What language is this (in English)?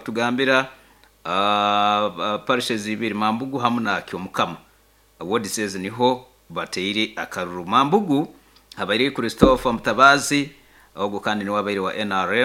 Nyoro